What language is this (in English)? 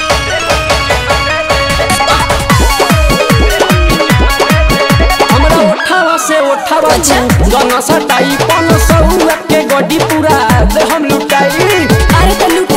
Bhojpuri